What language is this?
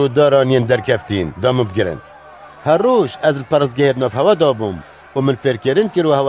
Kurdish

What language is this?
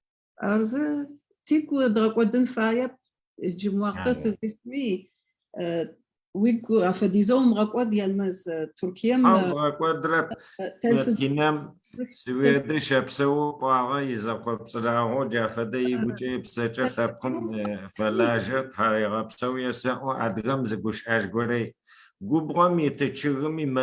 Adyghe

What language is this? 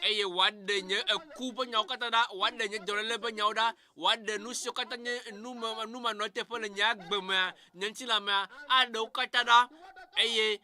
Ewe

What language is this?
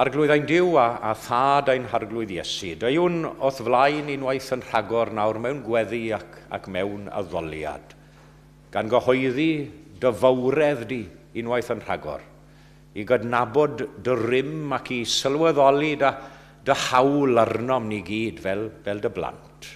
Welsh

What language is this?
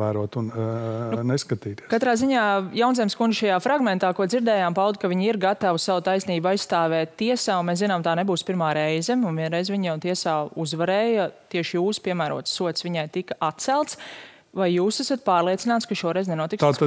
Latvian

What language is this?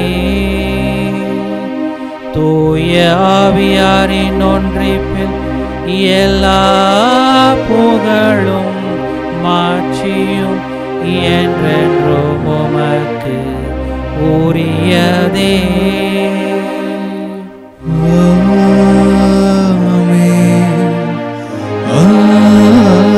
Tamil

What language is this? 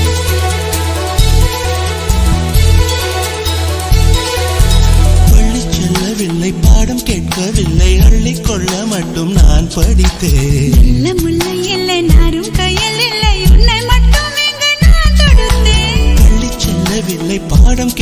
Tamil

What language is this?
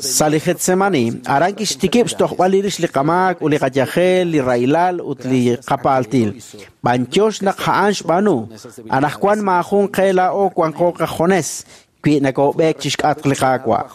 Kekchí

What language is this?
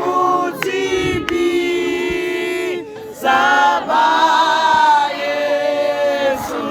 Tswana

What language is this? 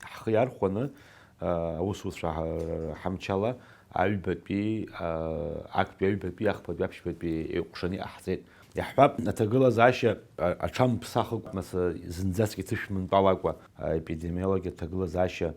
Abkhazian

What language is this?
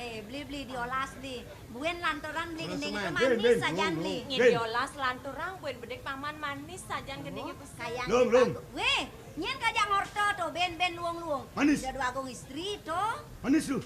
Balinese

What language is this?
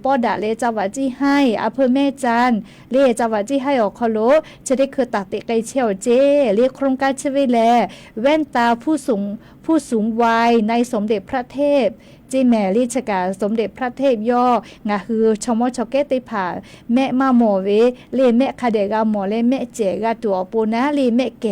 Lahu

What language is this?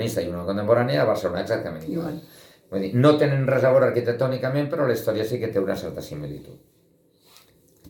Catalan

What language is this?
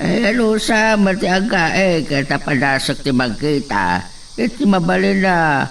Iloko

